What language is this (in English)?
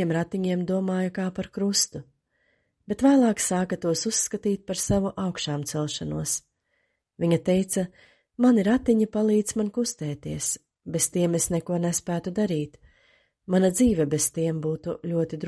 Latvian